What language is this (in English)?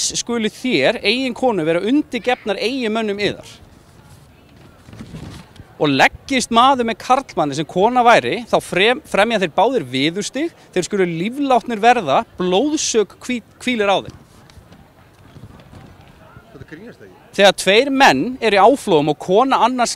Icelandic